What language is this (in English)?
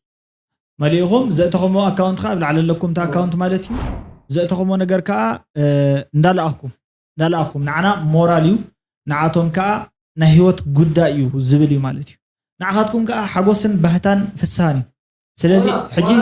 Tigrinya